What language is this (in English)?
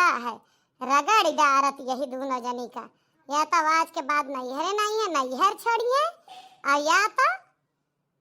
Awadhi